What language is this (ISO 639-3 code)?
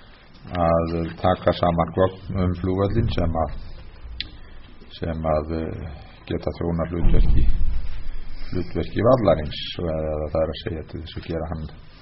isl